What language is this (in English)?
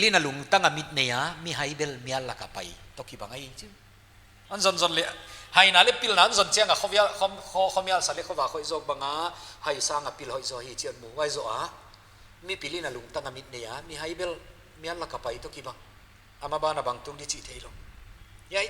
Paite Chin